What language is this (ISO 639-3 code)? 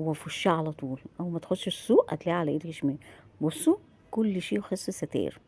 arz